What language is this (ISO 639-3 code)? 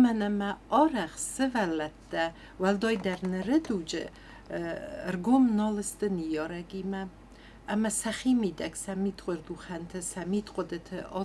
oss